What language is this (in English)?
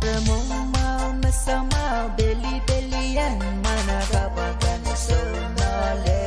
Pohnpeian